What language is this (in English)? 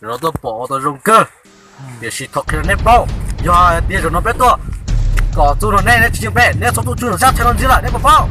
Hmong